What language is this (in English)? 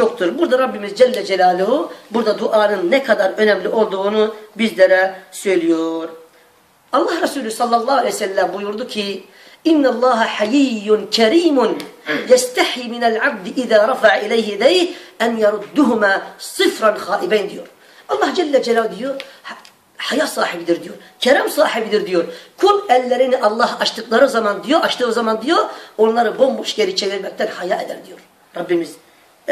Turkish